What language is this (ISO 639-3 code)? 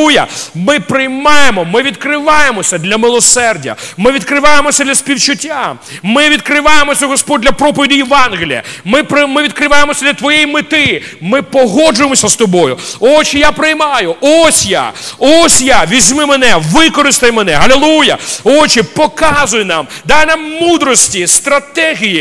ukr